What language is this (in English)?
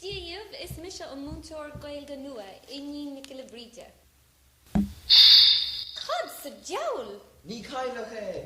Irish